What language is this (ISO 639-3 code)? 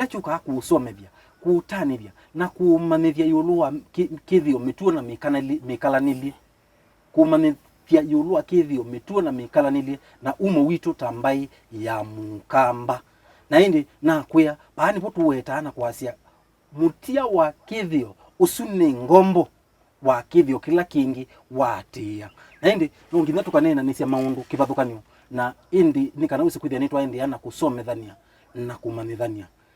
kam